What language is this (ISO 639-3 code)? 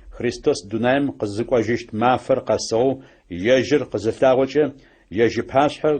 ady